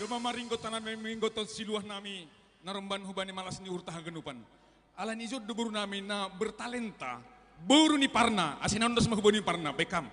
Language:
Batak Simalungun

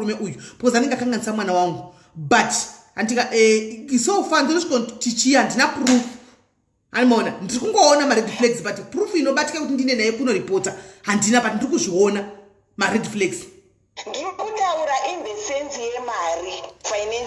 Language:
Shona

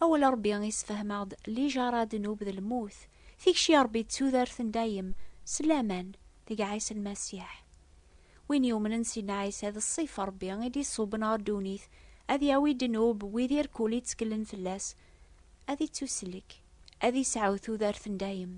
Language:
Kabyle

